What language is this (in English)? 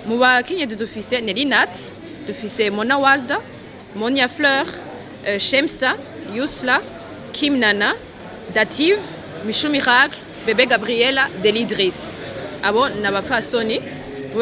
Rundi